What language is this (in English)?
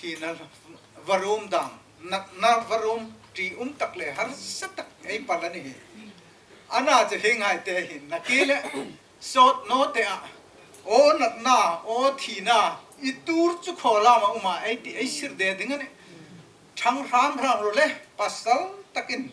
Hmar